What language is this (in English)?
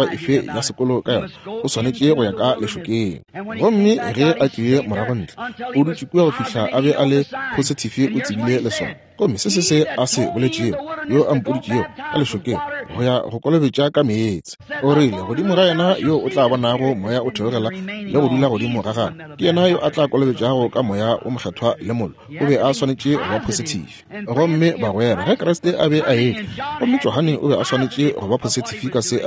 Northern Sotho